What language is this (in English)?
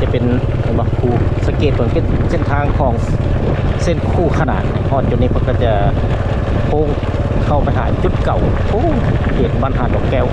Lao